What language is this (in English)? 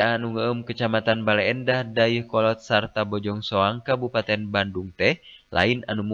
Sundanese